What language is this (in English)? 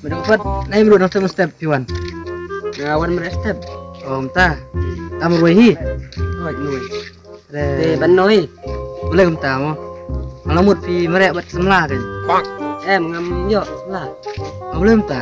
Khasi